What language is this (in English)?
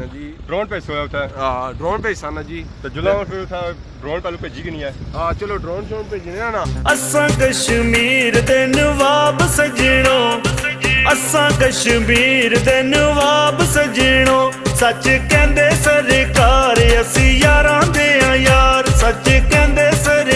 Pahari-Potwari